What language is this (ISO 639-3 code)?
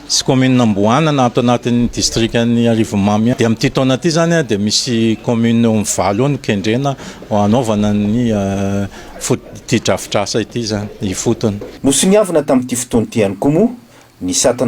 mlg